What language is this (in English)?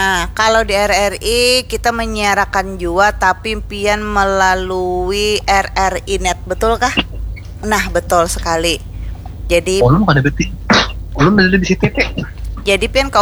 Banjar